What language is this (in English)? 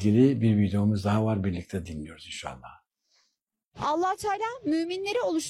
Turkish